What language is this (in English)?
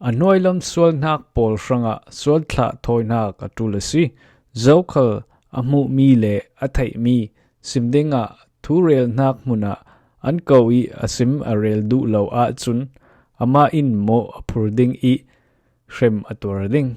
Falam Chin